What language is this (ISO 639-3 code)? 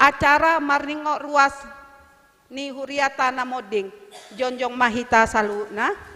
bbc